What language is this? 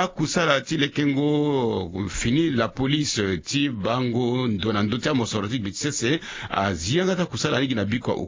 Sango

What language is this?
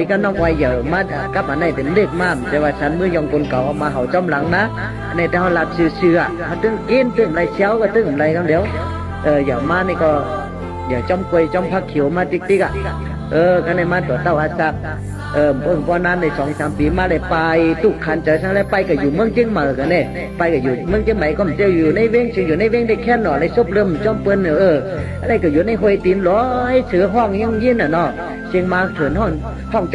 Shan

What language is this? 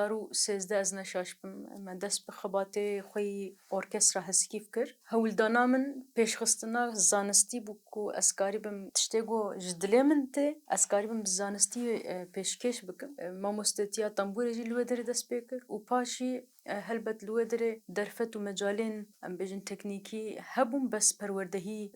Kurdish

